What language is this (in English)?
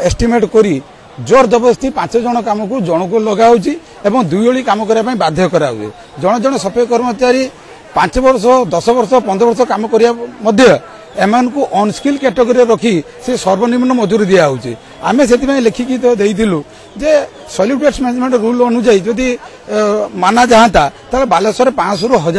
Odia